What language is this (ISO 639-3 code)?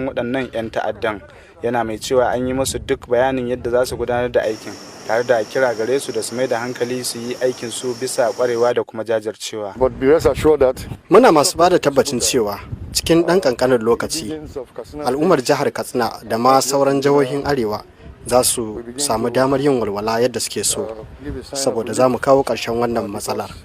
hau